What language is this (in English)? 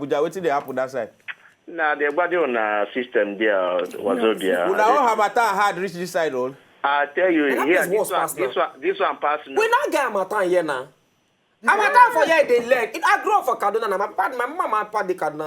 Nigerian Pidgin